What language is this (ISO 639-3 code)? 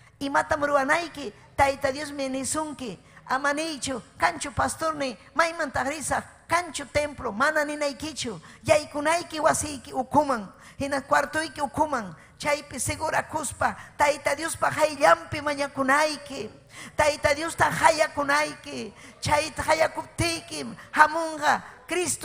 quy